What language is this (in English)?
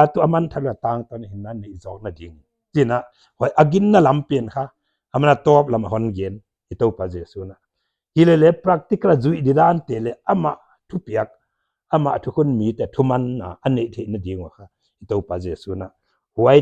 Paite Chin